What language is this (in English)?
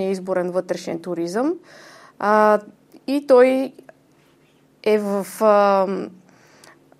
Bulgarian